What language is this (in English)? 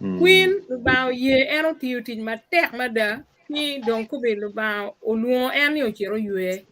Acoli